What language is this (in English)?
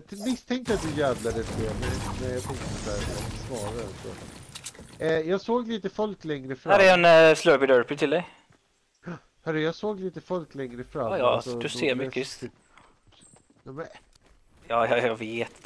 Swedish